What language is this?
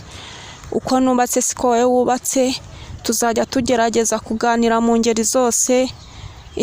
Kinyarwanda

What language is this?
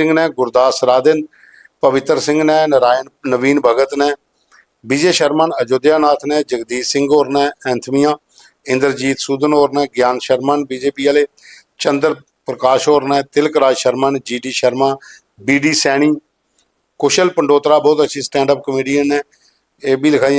Dogri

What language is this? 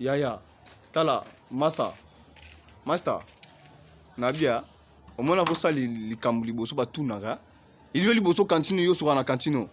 Lingala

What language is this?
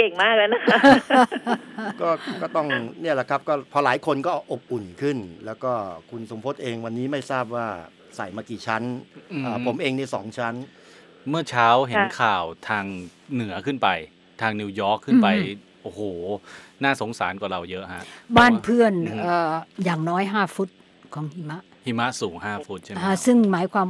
Thai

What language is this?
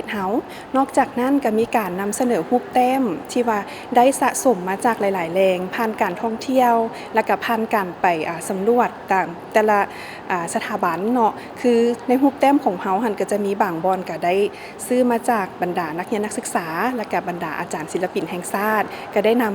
Lao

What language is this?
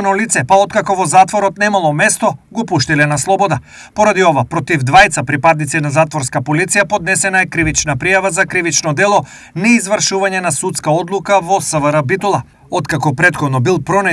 Macedonian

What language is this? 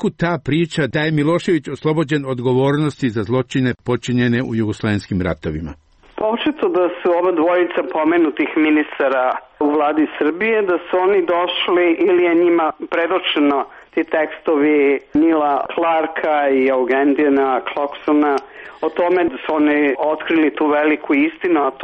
Serbian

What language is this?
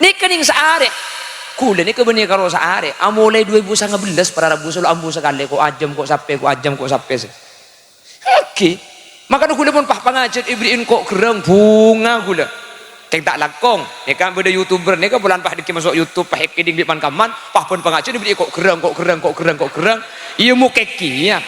Madurese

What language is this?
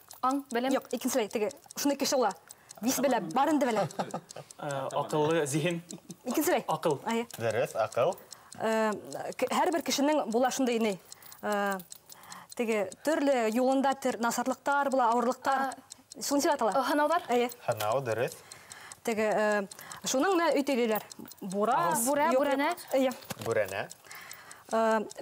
Bashkir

